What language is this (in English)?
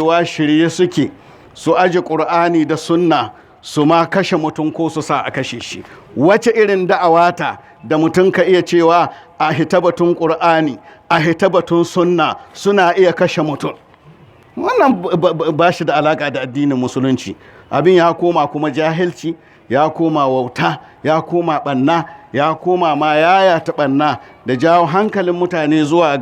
Hausa